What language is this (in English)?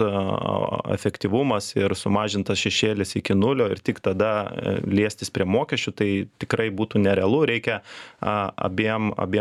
Lithuanian